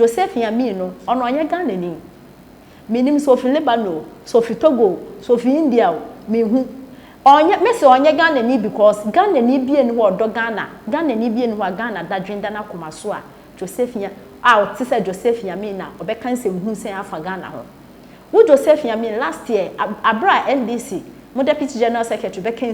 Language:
Akan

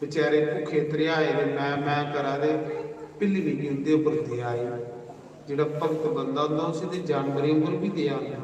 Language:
Dogri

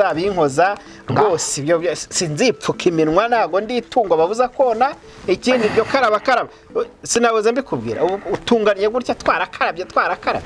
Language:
Kinyarwanda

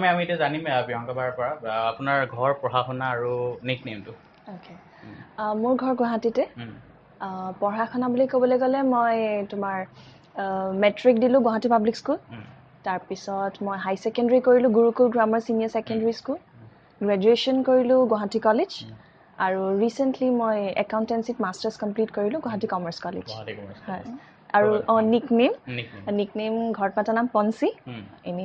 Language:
Assamese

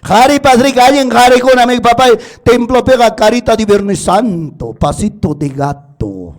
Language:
Ayacucho Quechua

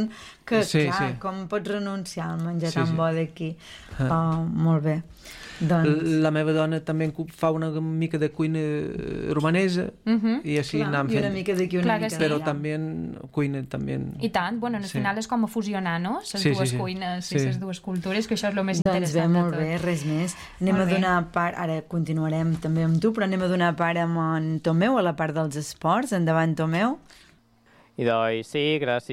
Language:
Catalan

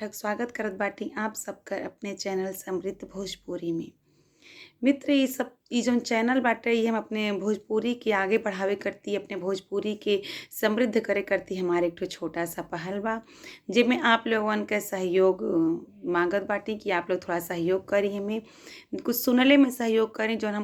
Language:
Bhojpuri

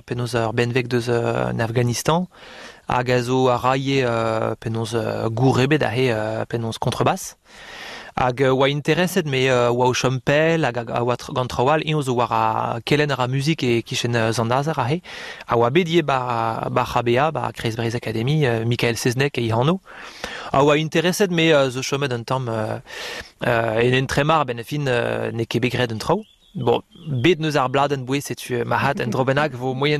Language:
Breton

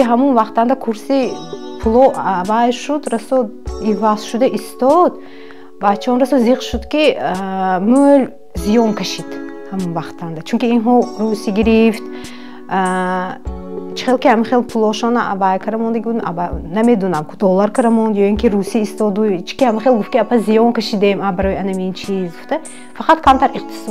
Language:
Tajik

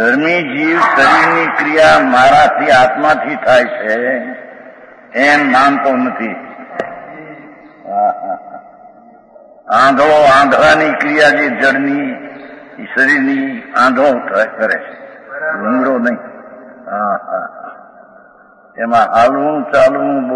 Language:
Gujarati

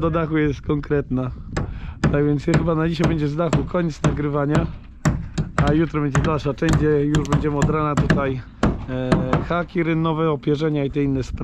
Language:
Polish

